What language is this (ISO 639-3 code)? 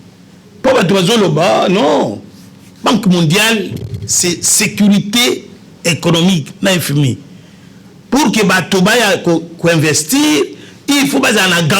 lin